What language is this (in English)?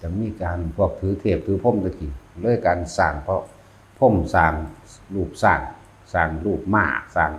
Northeastern Thai